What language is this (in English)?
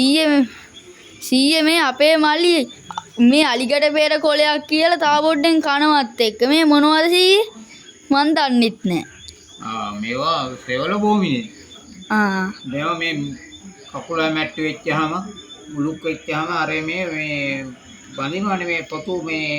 Sinhala